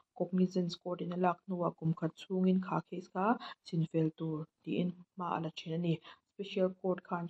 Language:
Mizo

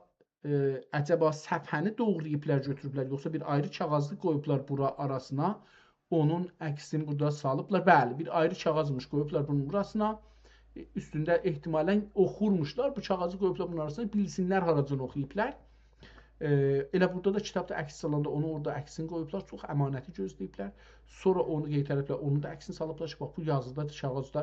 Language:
South Azerbaijani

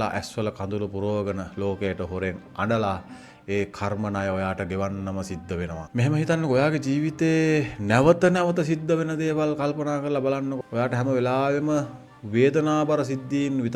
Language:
Sinhala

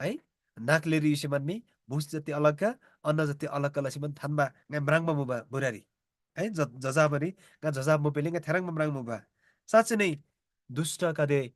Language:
Eastern Tamang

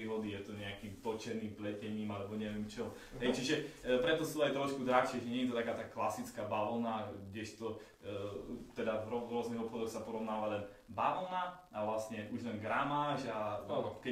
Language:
Slovak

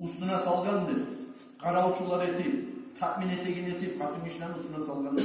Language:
Kumyk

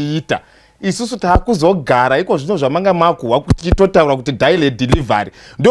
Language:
Shona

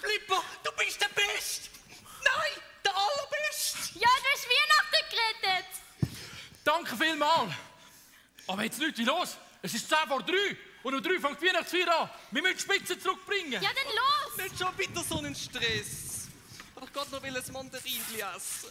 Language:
Swiss German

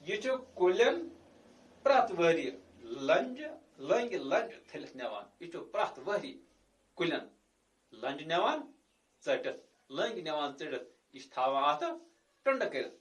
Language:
Kashmiri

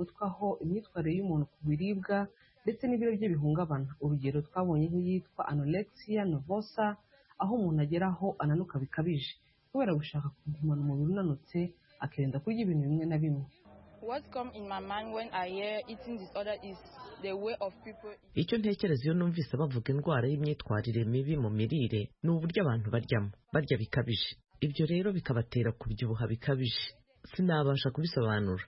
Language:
Kinyarwanda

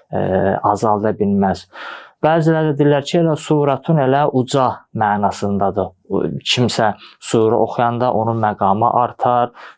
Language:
Azerbaijani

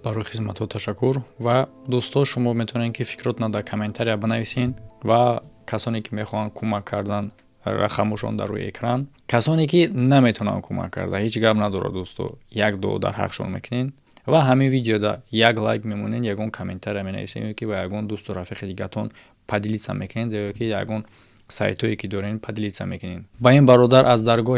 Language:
Tajik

